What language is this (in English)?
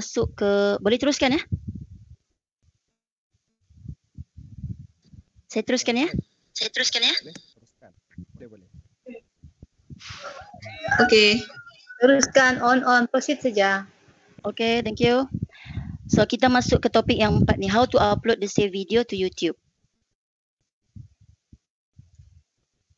Malay